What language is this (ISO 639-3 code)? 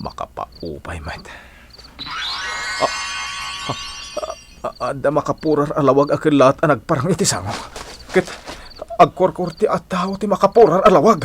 ilo